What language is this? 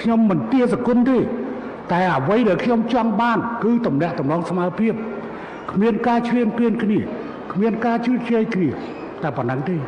Khmer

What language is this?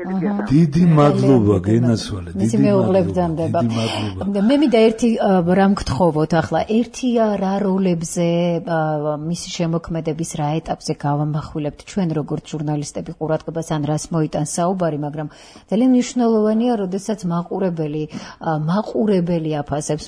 Georgian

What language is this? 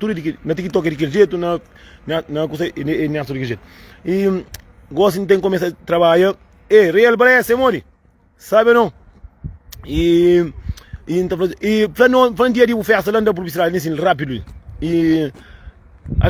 Kabuverdianu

